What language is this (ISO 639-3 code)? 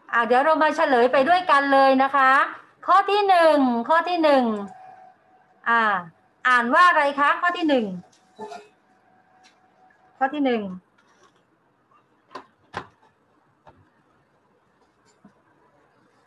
tha